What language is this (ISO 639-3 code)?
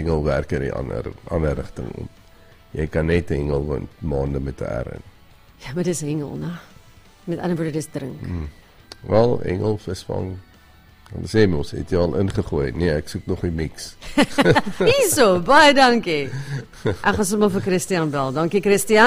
afr